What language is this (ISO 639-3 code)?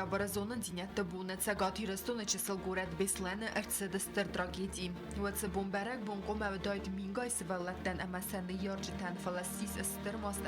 oss